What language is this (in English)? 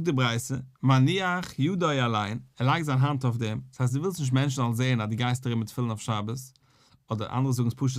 Yiddish